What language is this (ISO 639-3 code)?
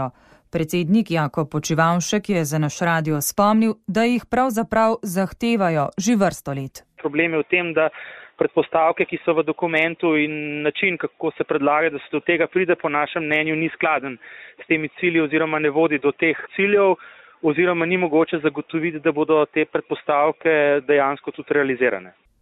slv